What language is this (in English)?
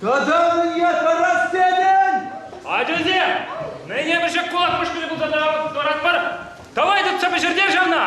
Chuvash